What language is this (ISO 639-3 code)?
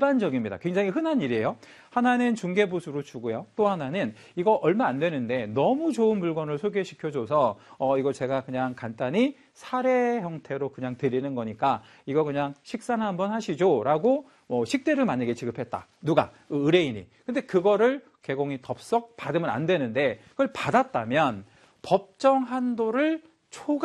kor